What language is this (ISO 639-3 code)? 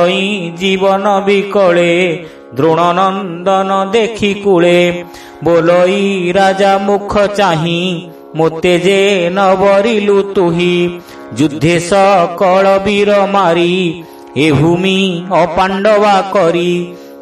ori